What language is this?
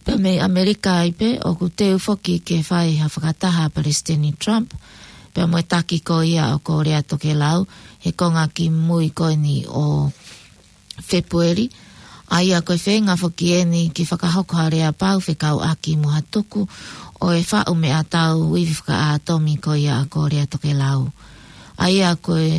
Tongan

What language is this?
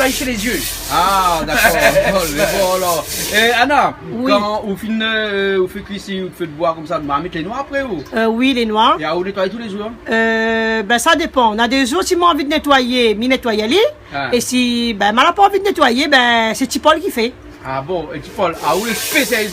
Réunion Creole French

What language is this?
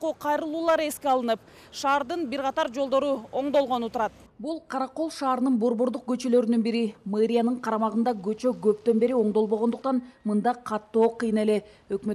Kyrgyz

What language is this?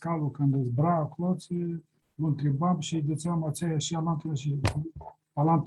Aromanian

